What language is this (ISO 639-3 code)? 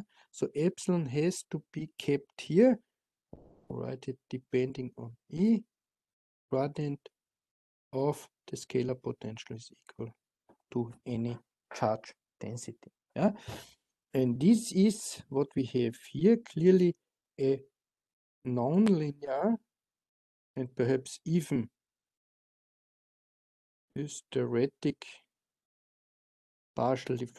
eng